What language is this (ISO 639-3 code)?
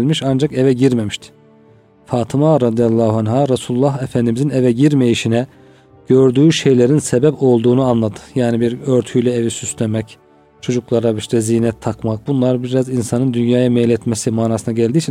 tur